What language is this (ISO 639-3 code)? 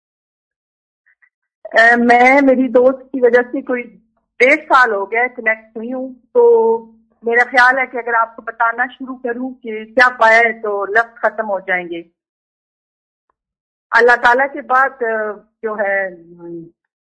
urd